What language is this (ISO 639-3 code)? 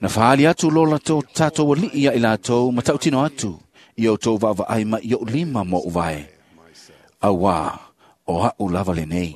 smo